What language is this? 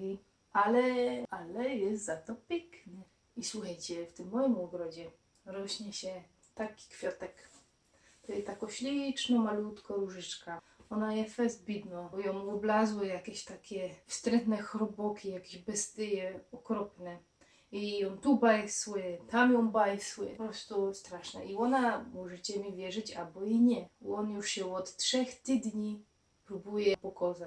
Silesian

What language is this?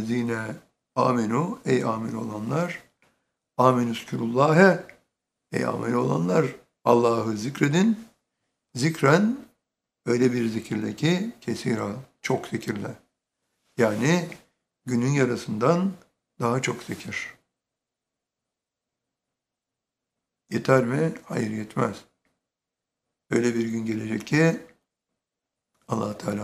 Turkish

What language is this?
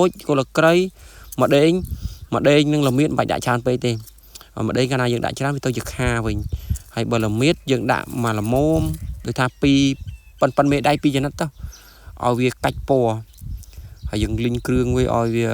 Khmer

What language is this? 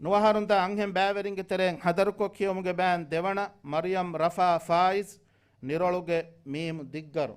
Divehi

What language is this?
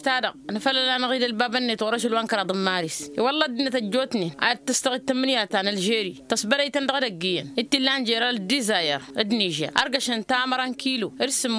Tamasheq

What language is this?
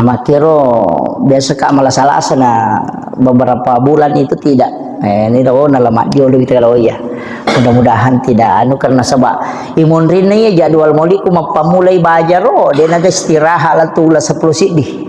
Buginese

